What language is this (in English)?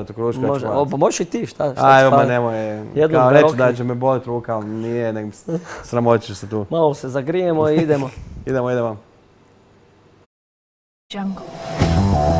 Croatian